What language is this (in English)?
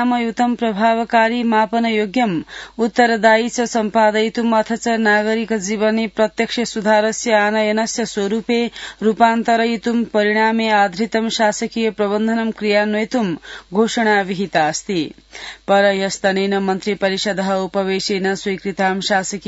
Sanskrit